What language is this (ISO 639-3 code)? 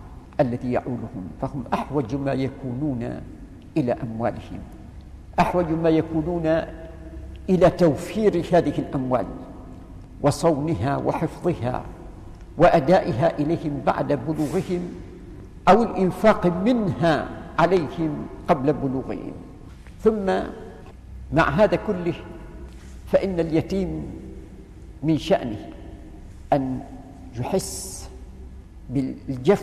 ara